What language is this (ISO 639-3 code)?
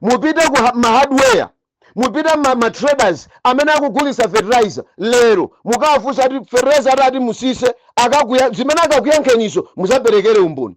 nya